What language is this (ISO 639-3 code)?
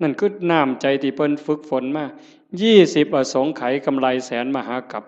tts